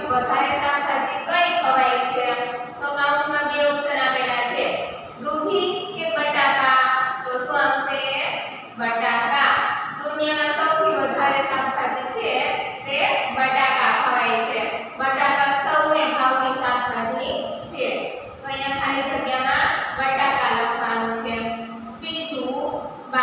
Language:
Gujarati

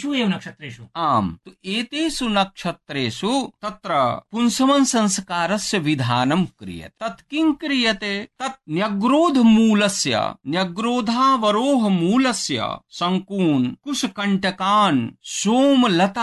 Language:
Sanskrit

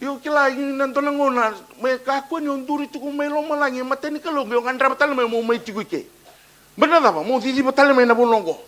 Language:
Fijian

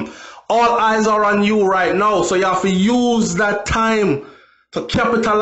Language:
Jamaican Creole English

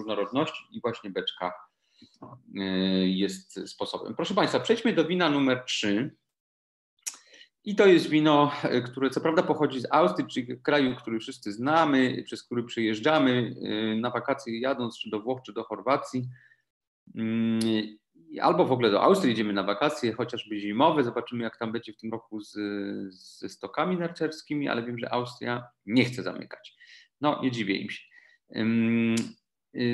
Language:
Polish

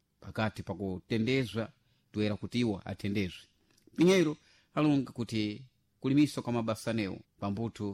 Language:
Sena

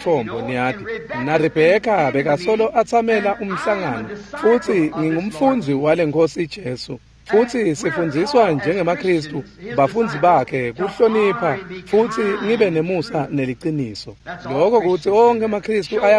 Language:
Swati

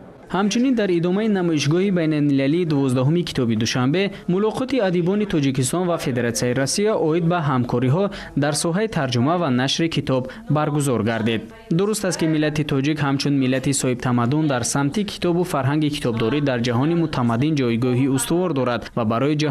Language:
Tajik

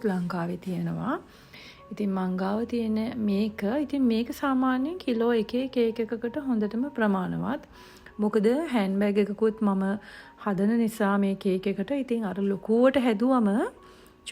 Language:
Sinhala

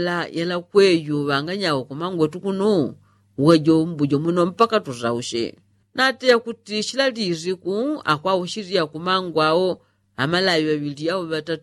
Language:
Yao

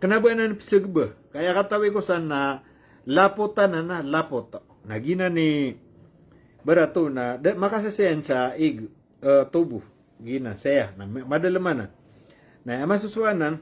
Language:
Maranao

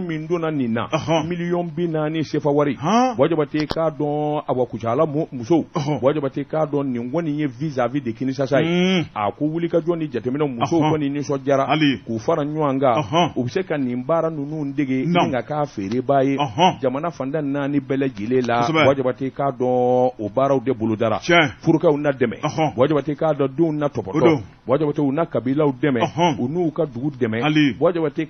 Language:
Bambara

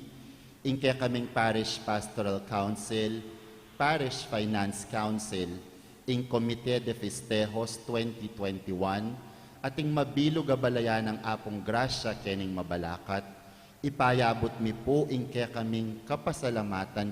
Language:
Pampanga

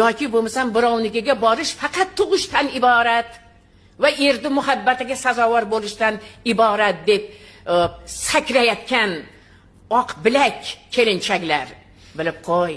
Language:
Uzbek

